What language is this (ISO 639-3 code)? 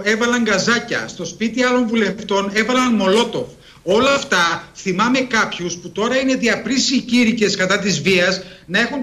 ell